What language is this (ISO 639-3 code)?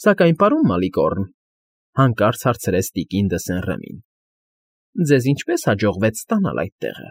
hye